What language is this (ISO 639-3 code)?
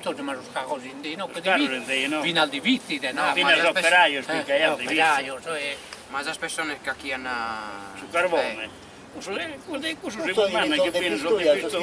srd